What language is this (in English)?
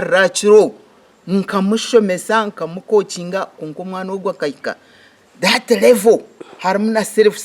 Nyankole